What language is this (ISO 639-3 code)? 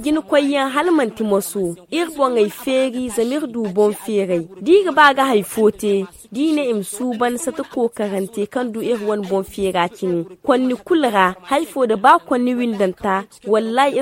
dje